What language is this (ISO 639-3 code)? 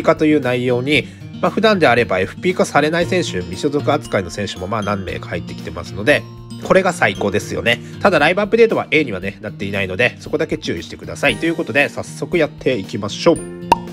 jpn